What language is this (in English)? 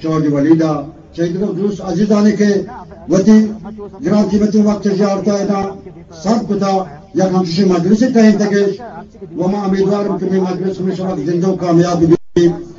Eastern Balochi